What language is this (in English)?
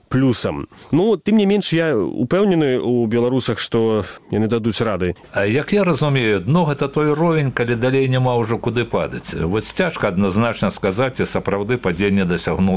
Belarusian